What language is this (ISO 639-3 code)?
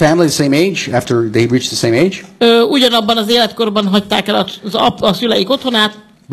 hun